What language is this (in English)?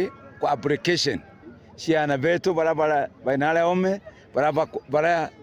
Meru